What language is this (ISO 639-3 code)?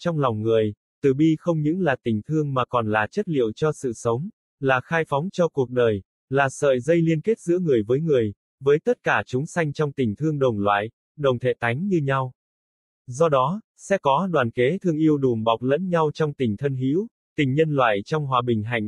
vie